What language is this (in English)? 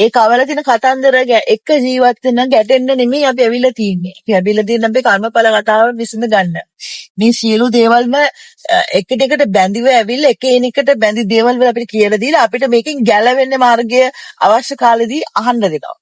Sinhala